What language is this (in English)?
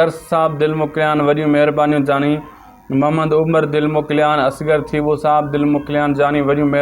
Sindhi